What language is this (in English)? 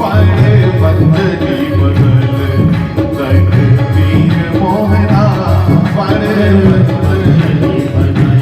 Dogri